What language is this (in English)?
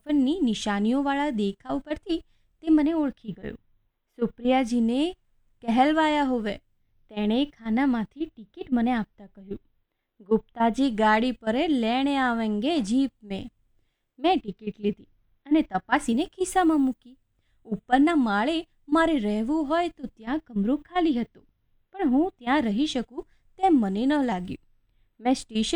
Gujarati